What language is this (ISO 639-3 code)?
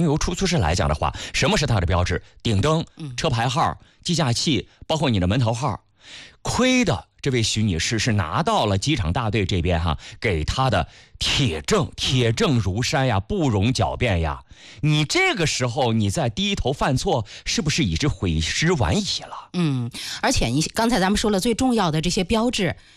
zho